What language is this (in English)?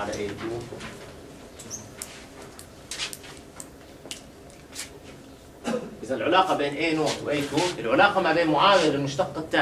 Arabic